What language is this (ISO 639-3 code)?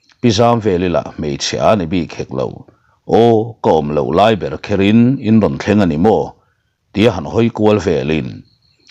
lus